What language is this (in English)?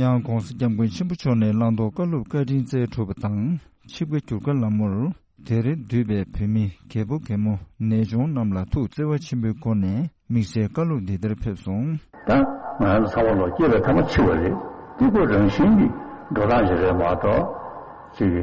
Tibetan